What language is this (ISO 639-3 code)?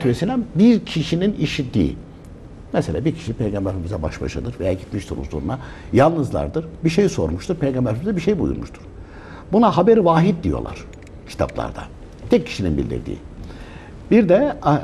tur